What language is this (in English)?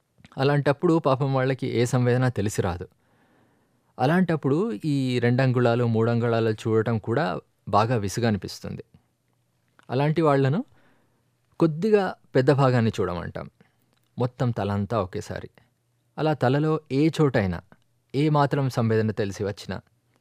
Telugu